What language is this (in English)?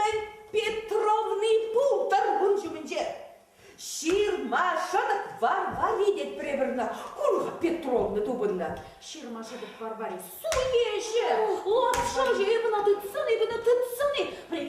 Chuvash